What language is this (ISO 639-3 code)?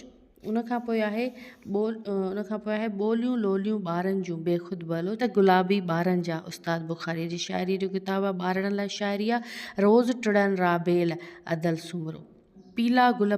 snd